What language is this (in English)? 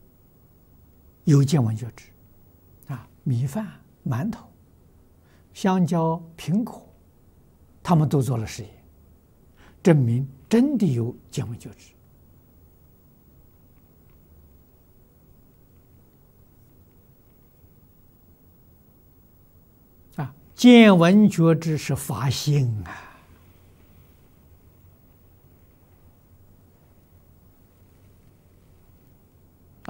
Chinese